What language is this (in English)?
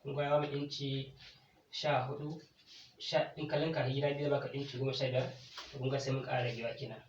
Hausa